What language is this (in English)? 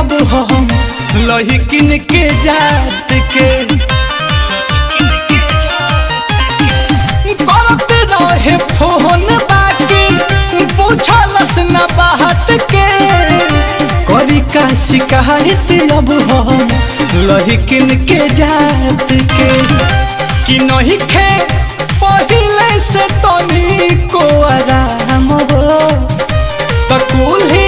Bhojpuri